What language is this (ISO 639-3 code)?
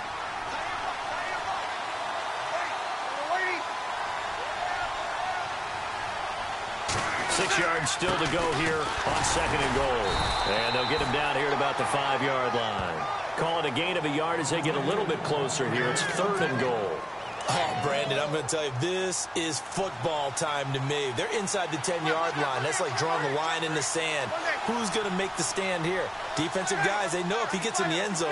eng